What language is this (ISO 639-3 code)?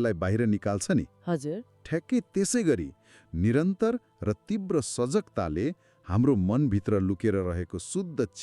nep